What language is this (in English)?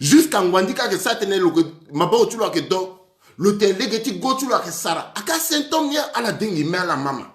Sango